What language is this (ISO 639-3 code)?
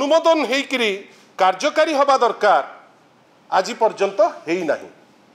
ori